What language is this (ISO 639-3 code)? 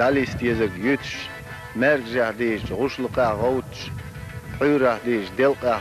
che